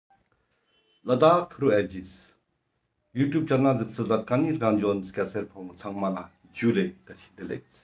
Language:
Ladakhi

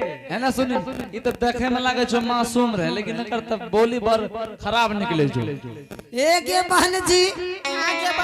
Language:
Angika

